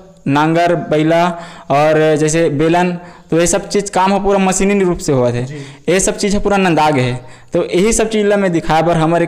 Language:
Chhattisgarhi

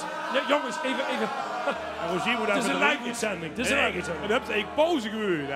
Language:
Limburgish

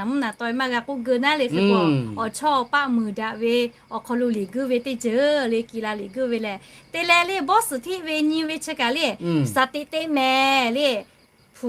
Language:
Lahu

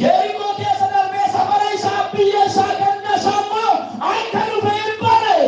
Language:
Oromo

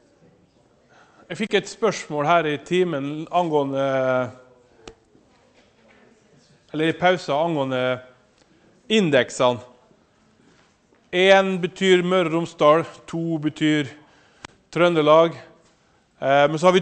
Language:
Norwegian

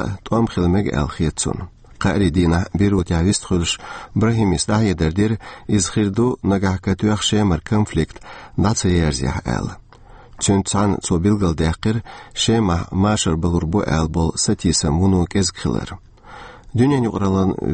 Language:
Chechen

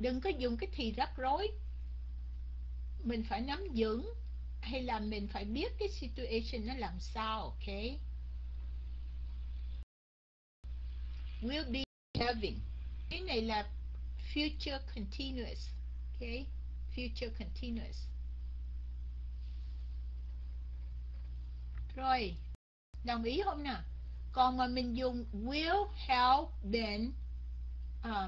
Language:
Vietnamese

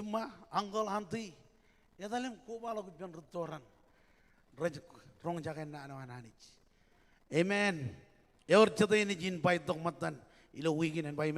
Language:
Marshallese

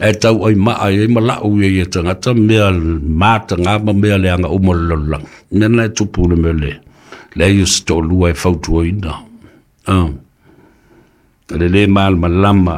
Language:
Samoan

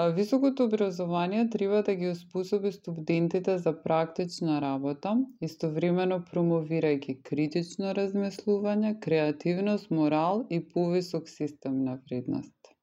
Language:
Macedonian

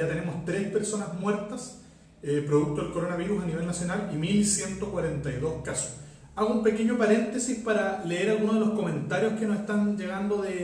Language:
Spanish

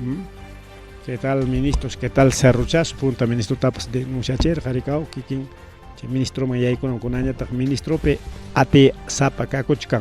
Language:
Ayacucho Quechua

